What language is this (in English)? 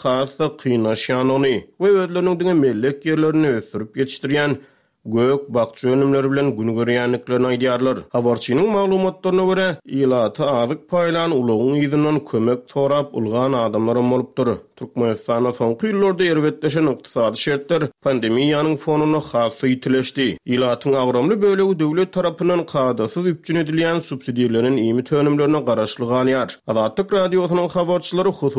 Turkmen